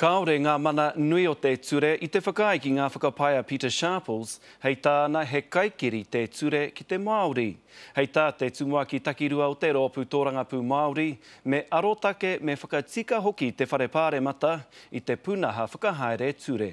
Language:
Māori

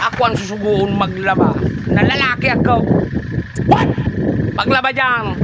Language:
Bikol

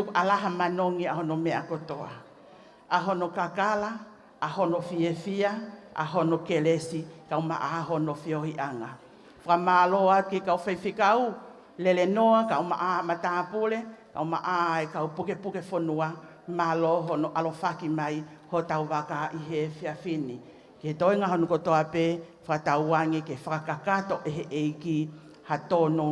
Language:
Tongan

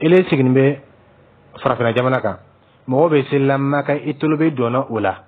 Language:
Dyula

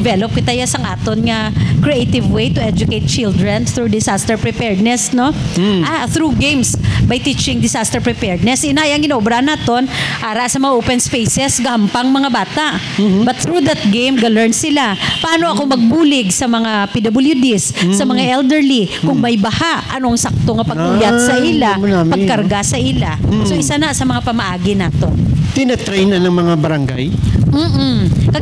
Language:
Hiligaynon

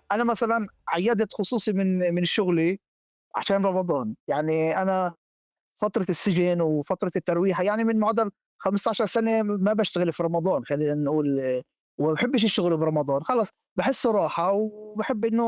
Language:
North Levantine Arabic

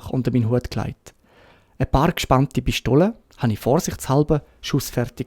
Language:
Swiss German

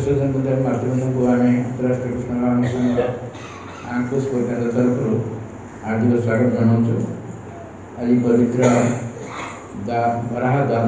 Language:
Odia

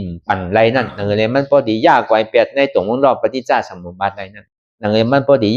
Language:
Shan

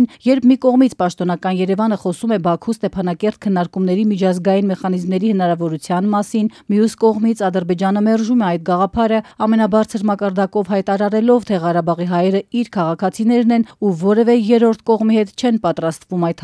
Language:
Armenian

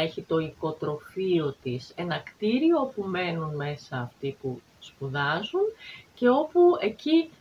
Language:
Greek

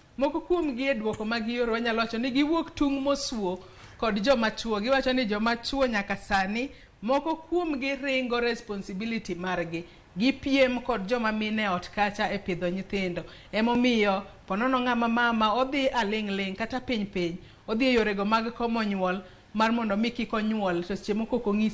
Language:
Luo (Kenya and Tanzania)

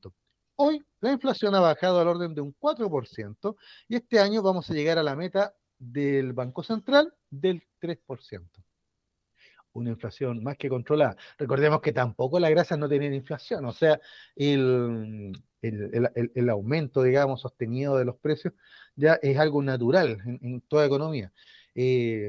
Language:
Spanish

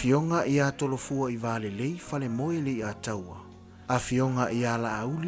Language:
Samoan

